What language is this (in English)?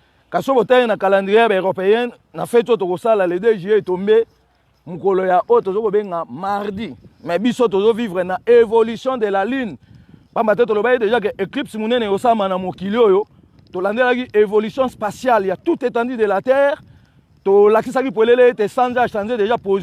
Lingala